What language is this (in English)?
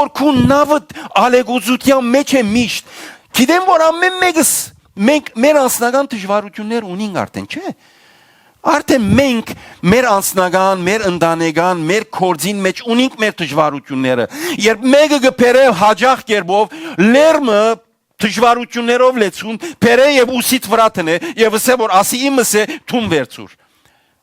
Western Armenian